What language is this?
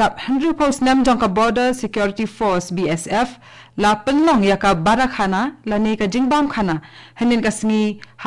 Khasi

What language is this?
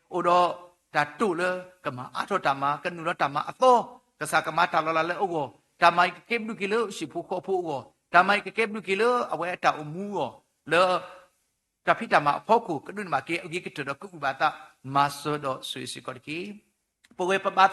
S'gaw Karen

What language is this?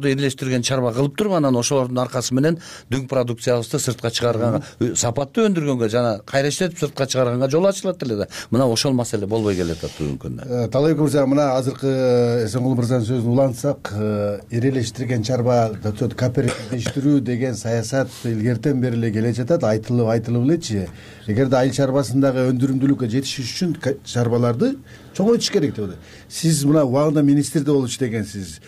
Kyrgyz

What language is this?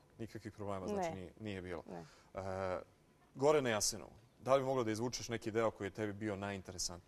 Serbian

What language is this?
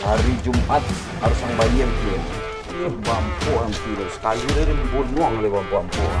Minangkabau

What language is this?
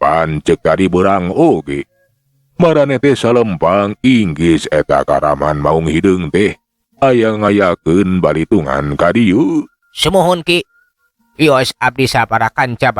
Sundanese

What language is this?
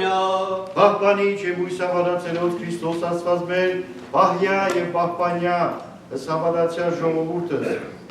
Western Armenian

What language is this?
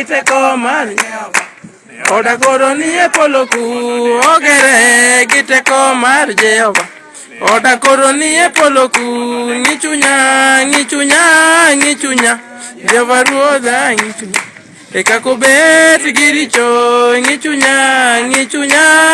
Luo (Kenya and Tanzania)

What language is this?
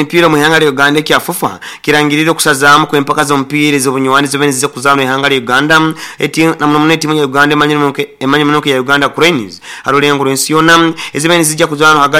Nyoro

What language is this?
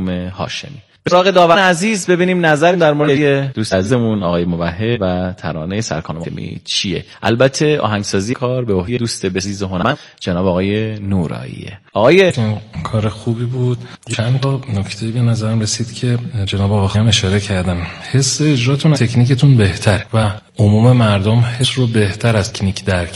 Persian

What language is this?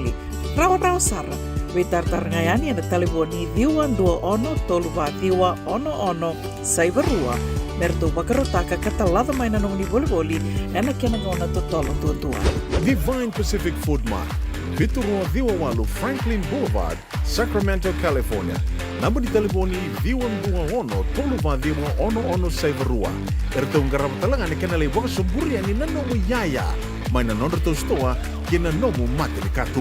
Fijian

